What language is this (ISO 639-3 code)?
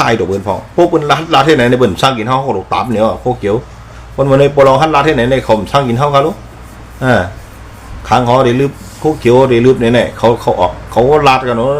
shn